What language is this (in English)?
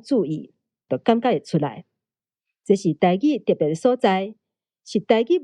Min Nan Chinese